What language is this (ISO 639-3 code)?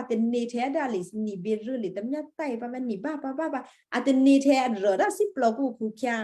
kyu